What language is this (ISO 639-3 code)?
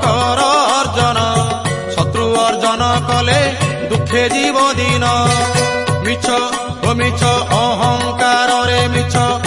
ori